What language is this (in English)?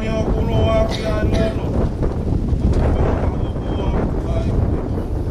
Tongan